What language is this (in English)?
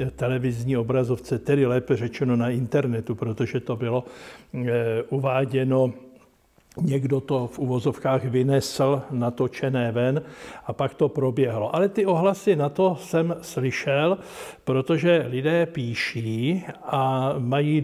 Czech